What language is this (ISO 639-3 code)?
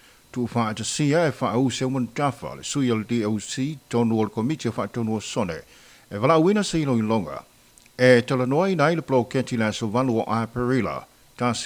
smo